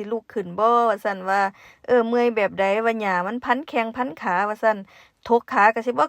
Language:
Northeastern Thai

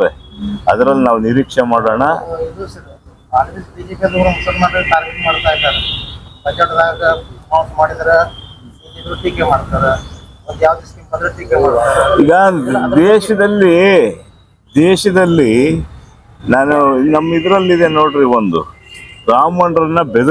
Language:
Kannada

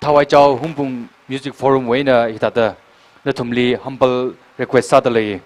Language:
Tangkhul Naga (India)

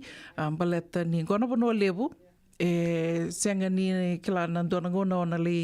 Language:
Fijian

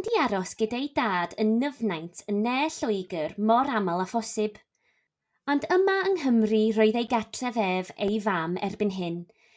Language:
Welsh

